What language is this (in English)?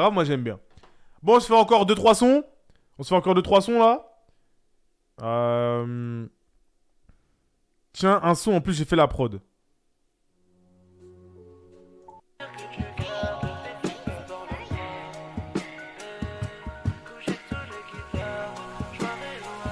French